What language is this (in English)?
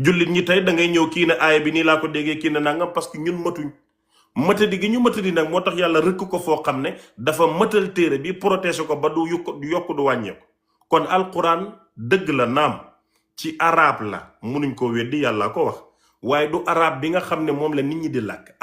Wolof